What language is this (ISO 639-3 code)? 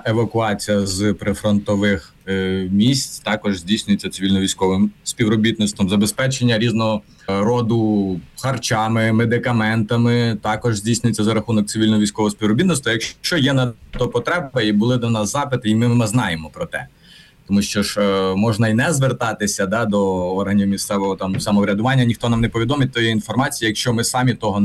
ukr